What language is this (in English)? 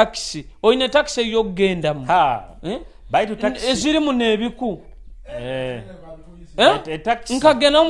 Nyoro